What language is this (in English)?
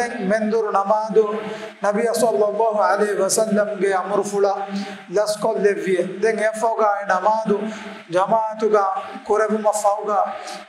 Divehi